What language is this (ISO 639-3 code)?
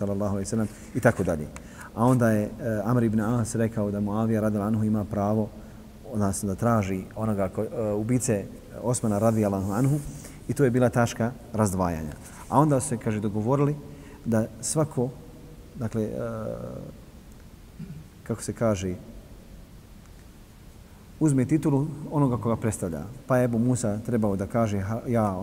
bos